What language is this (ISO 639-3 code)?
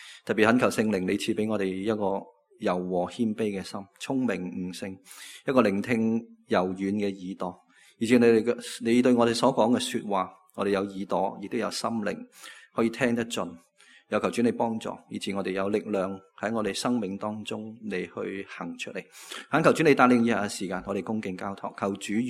yue